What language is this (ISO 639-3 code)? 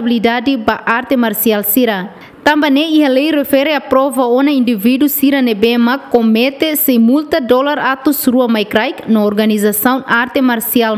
tet